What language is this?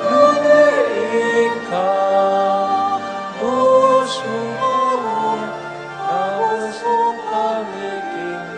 Pampanga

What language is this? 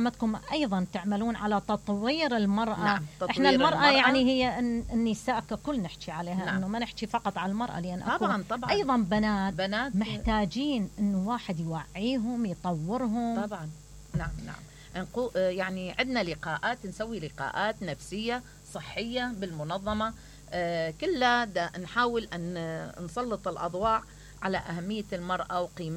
Mesopotamian Arabic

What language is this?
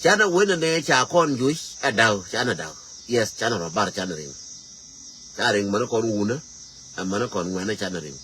Nuer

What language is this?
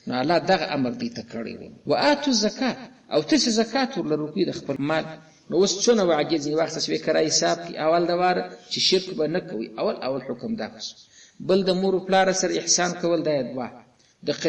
Pashto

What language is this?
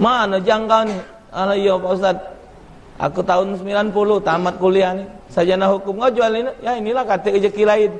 Musi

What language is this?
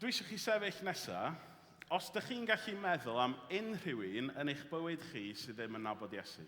Welsh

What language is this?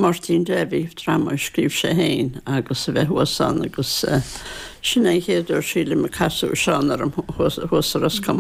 Irish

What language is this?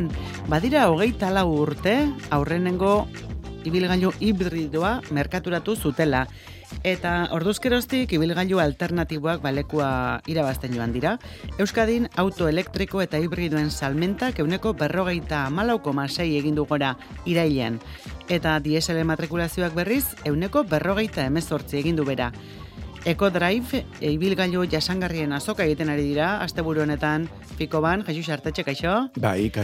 Basque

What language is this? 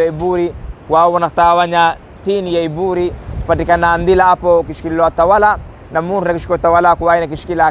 Swahili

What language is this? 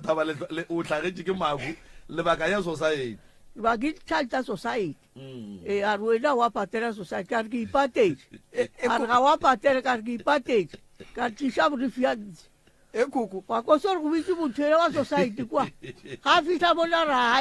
Northern Sotho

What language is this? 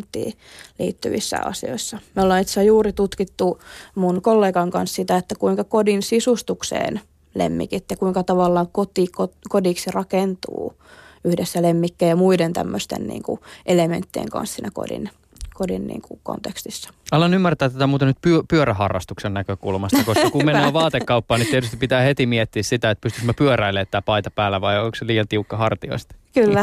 Finnish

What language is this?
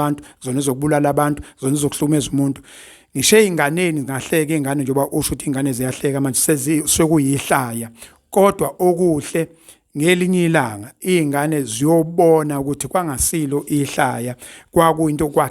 Zulu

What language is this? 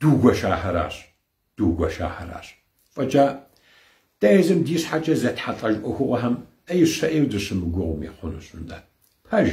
Kabardian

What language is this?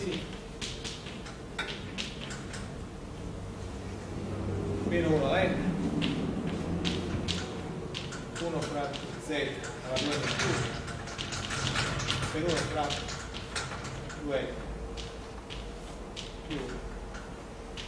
Italian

